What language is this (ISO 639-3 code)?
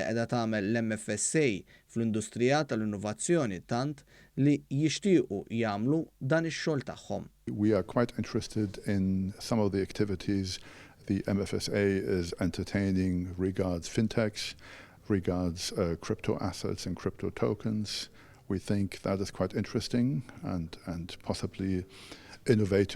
mlt